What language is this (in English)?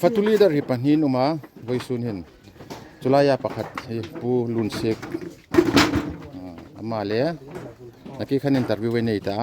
Hmar